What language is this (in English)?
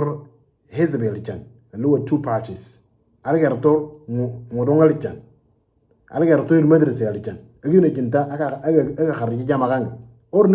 Moro